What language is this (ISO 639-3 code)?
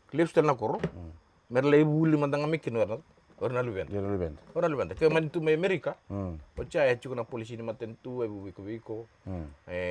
fij